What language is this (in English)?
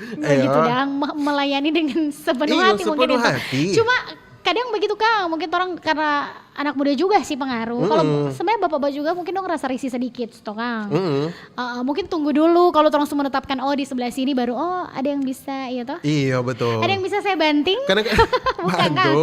Manado Malay